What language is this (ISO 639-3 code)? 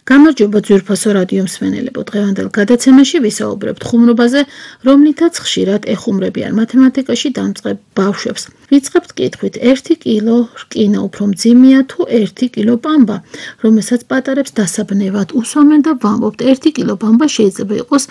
kat